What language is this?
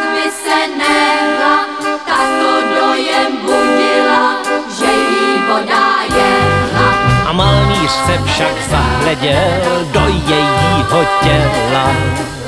Czech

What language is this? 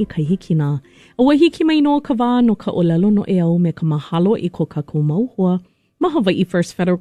Hawaiian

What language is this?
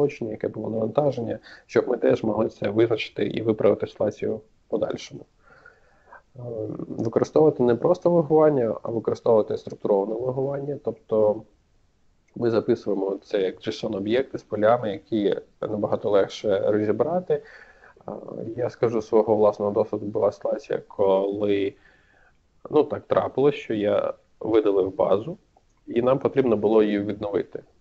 Ukrainian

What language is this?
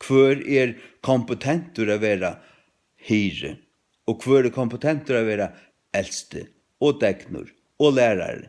Faroese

